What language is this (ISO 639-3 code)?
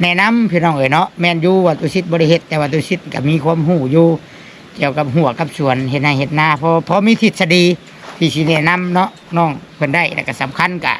tts